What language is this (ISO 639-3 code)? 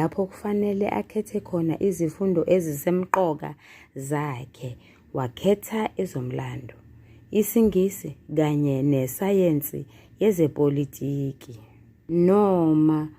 zul